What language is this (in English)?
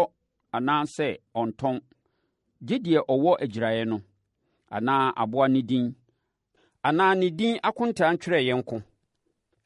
Akan